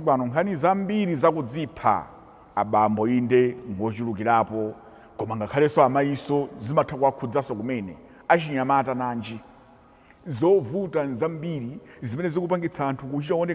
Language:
Nyanja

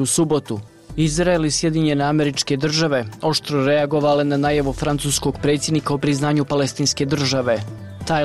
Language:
Bosnian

